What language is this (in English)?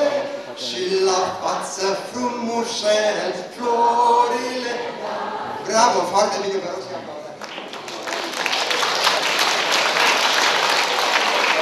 Romanian